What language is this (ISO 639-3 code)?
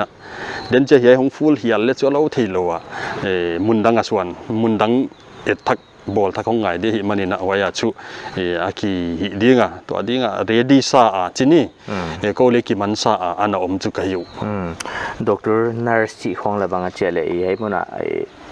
pck